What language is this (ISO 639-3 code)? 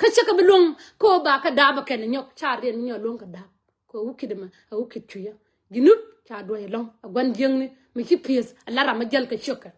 nus